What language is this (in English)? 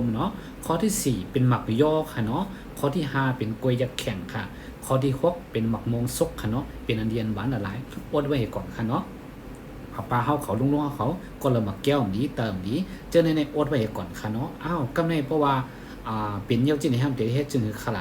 Shan